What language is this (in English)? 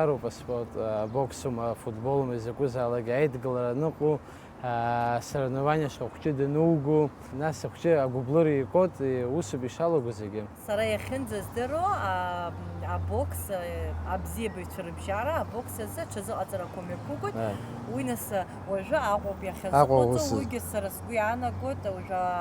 Abkhazian